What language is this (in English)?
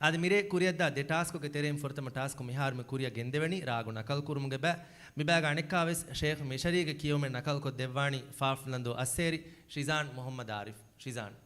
Divehi